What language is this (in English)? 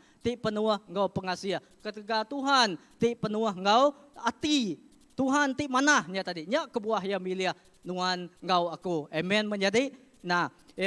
Iban